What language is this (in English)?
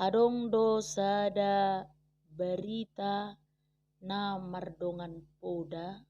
Batak Toba